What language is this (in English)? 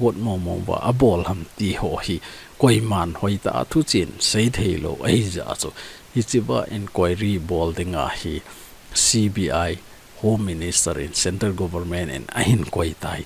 Thado Chin